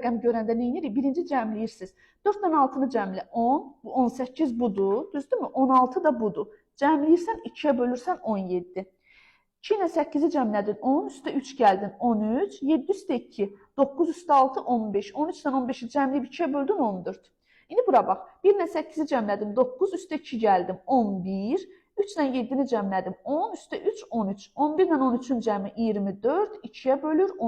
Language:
Azerbaijani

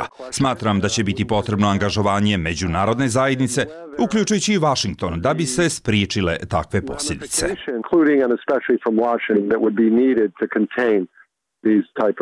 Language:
Bosnian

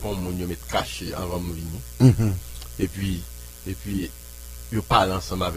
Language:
Haitian Creole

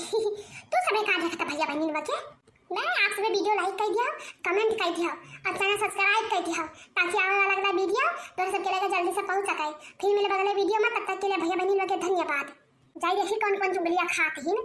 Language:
Awadhi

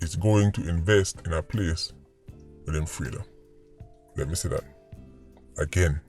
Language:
Jamaican Creole English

